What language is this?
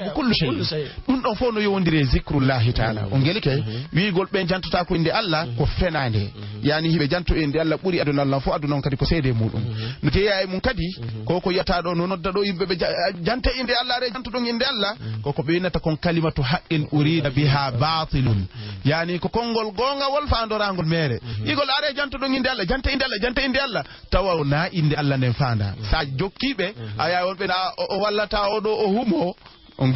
Fula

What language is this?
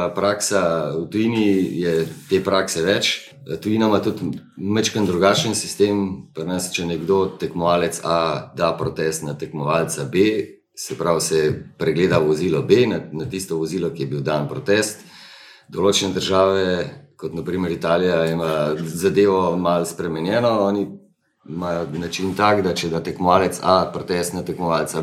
Slovenian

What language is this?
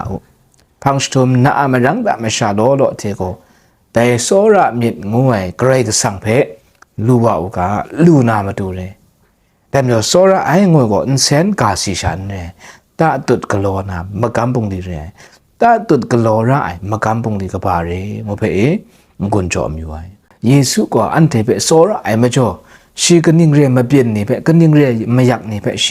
Kachin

